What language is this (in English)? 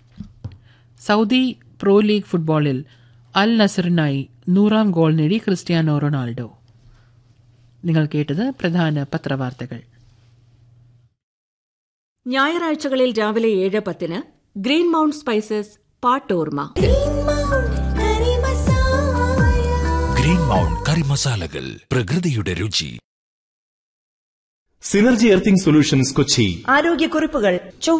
Malayalam